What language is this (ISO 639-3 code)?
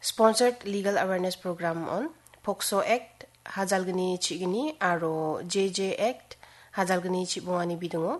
grt